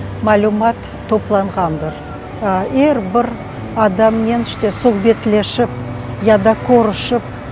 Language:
Crimean Tatar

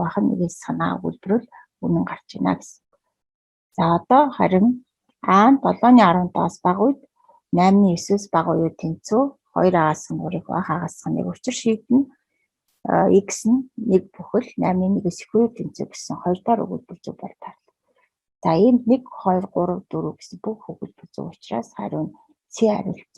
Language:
Mongolian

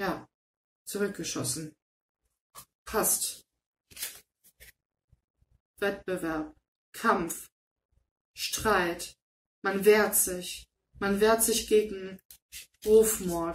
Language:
German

